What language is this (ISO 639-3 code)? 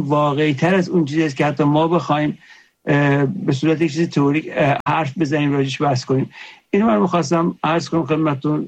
fas